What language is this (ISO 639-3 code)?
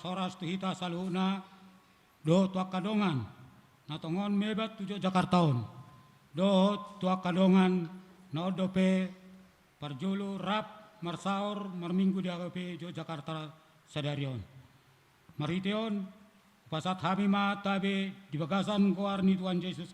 bbc